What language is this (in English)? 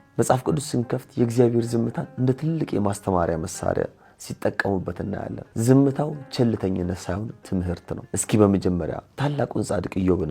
Amharic